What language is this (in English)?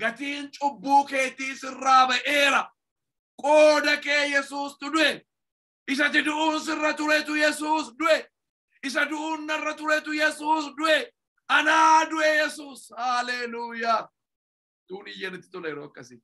Oromo